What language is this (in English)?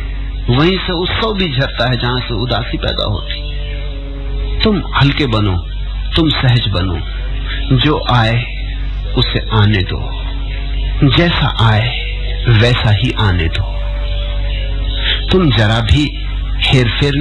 Hindi